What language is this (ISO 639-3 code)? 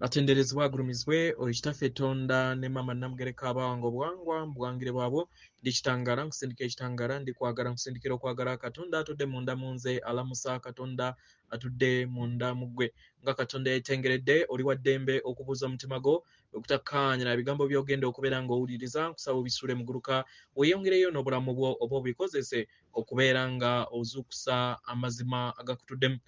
lug